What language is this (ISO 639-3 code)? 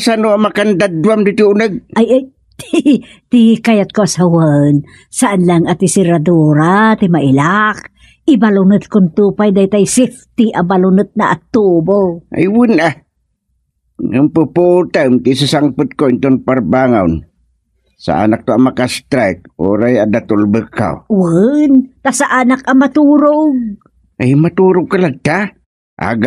ilo